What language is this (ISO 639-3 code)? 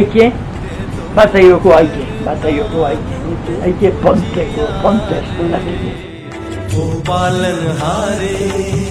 eus